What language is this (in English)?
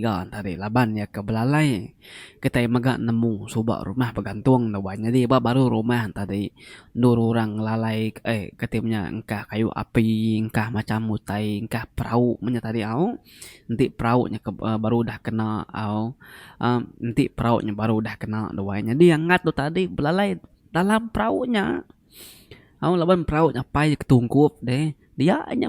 Iban